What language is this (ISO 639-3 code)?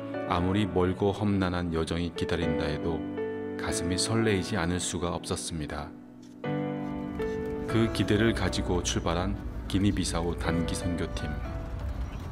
kor